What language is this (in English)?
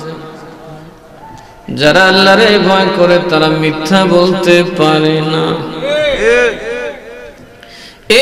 Bangla